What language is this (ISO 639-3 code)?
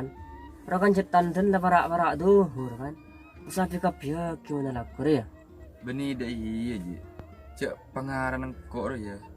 mad